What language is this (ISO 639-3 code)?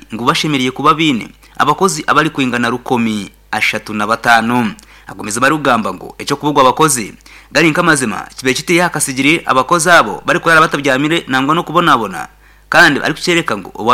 nyn